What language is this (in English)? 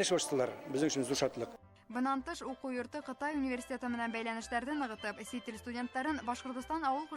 Bashkir